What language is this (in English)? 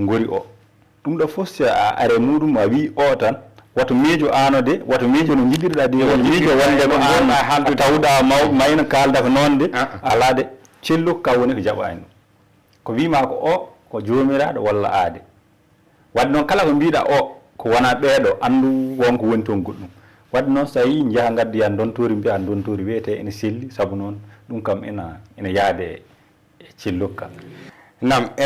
Fula